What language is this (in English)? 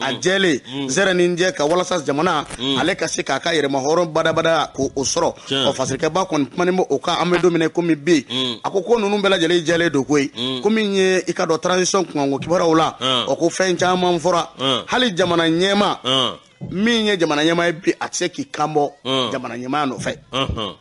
Bambara